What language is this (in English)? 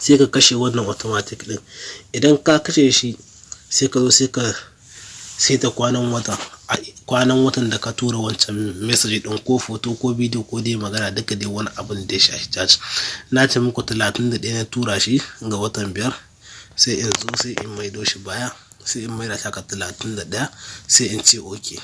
Hausa